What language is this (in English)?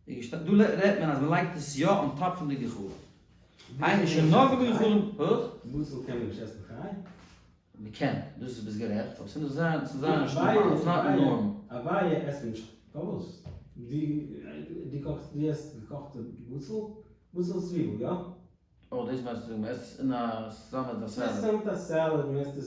Yiddish